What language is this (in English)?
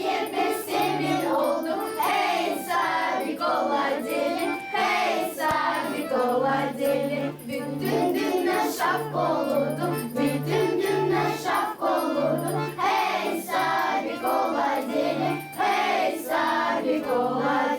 Gagauz